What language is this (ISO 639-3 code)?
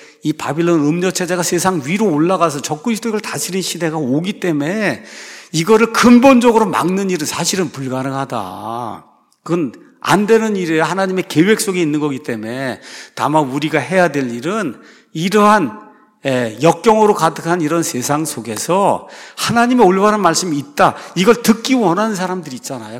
kor